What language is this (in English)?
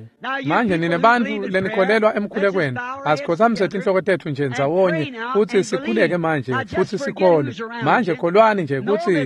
Swati